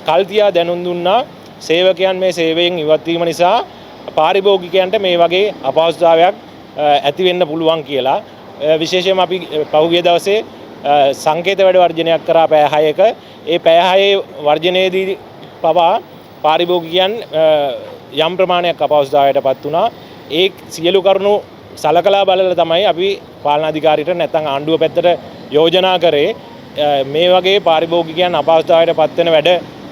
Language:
Sinhala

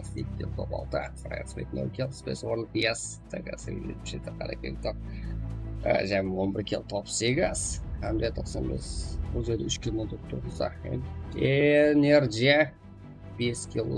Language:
Kara-Kalpak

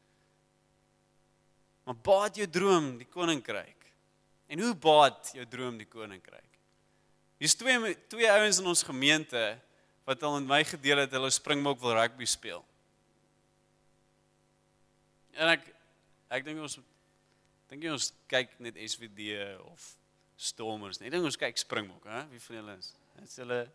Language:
Afrikaans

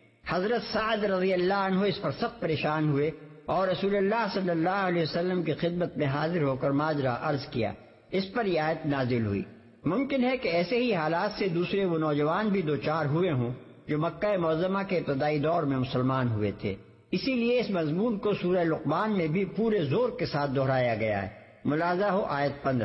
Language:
Urdu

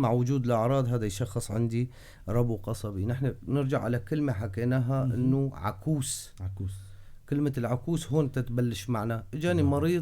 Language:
North Levantine Arabic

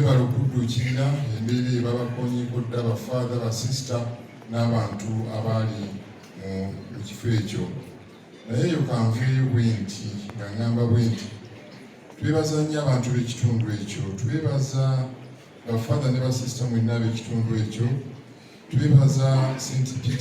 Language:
Ganda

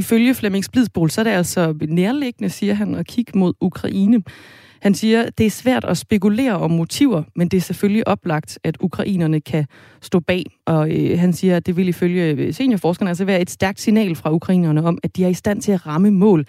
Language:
Danish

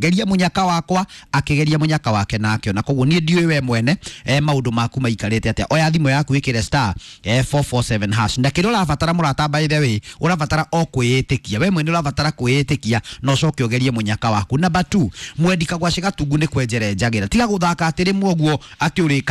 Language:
Kikuyu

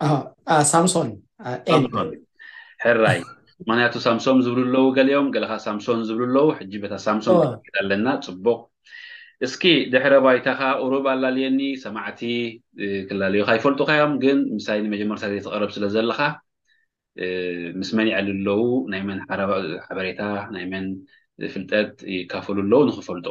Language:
Tigrinya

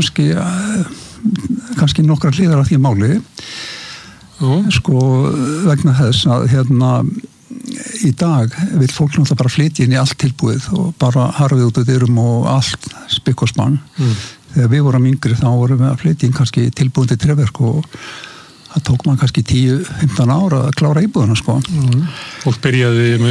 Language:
Icelandic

